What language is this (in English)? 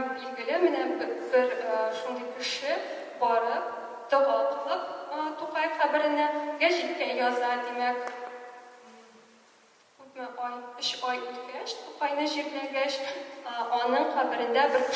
Tatar